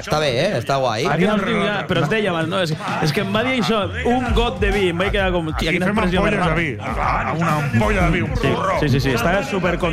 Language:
Catalan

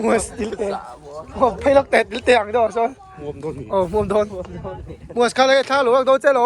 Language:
Mizo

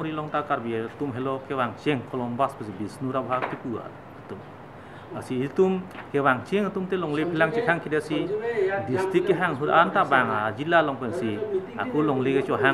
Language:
Karbi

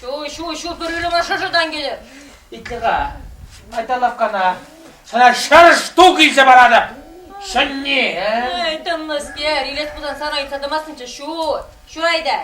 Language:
Chuvash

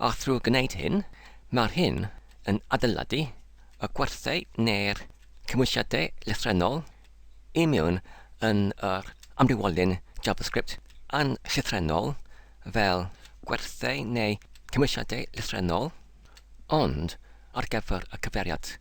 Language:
Welsh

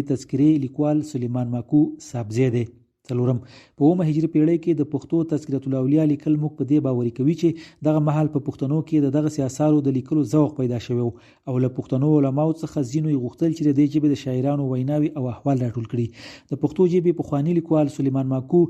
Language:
Pashto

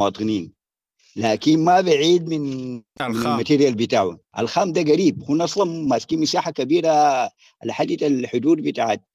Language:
Sudanese Arabic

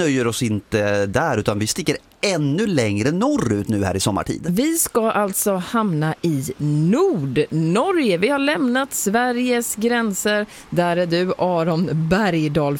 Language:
Swedish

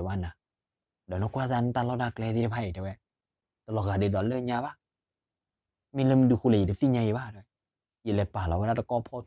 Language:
S'gaw Karen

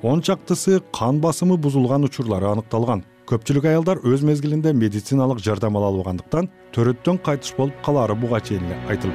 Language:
Kyrgyz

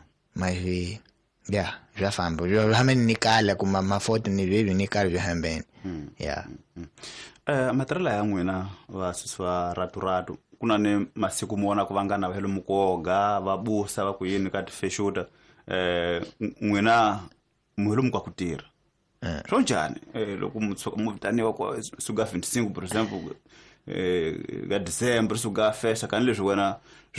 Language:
Tsonga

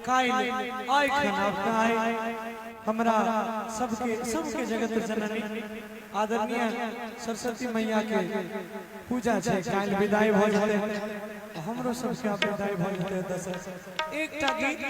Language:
Maithili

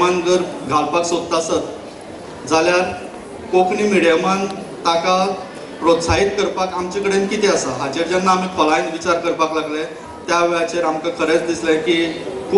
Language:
Konkani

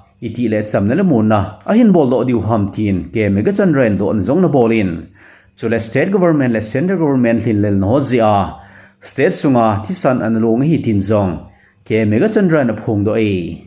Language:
Thado Chin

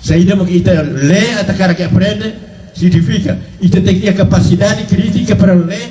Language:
Tetum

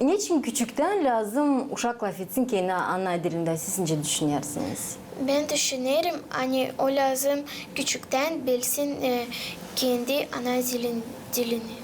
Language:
Gagauz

